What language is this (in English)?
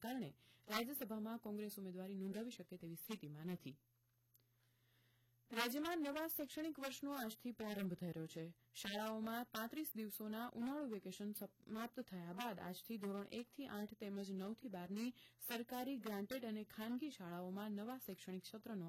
Gujarati